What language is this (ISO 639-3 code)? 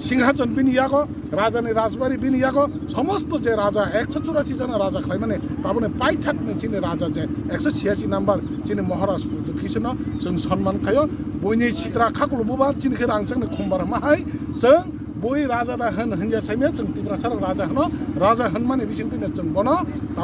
trp